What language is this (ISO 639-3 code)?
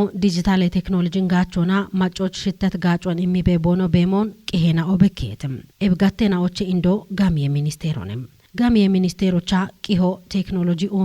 kbr